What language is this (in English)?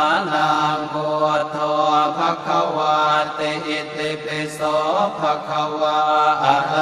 Pali